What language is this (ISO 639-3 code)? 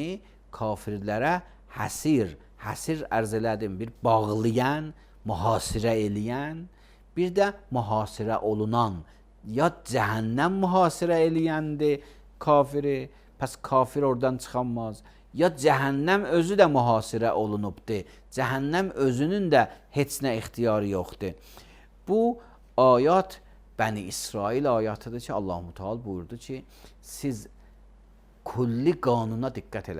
aze